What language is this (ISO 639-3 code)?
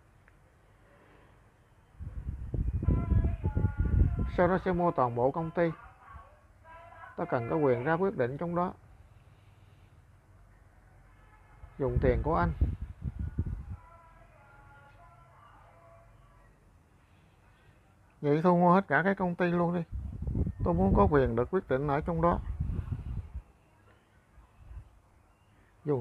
vie